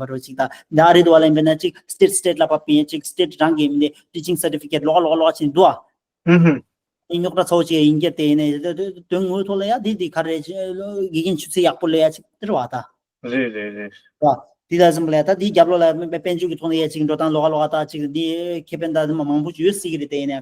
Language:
Tibetan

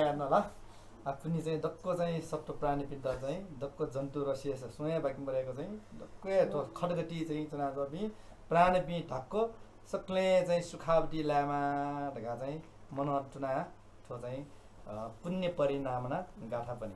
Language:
Newari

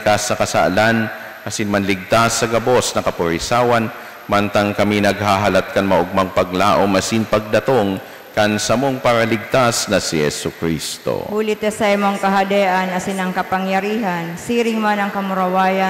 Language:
Bikol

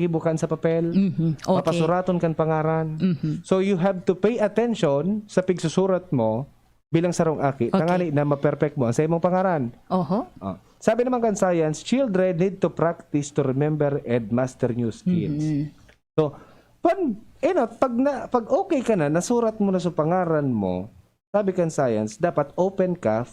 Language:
Bikol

